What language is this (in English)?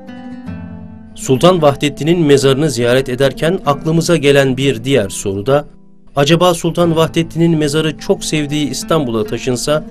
Turkish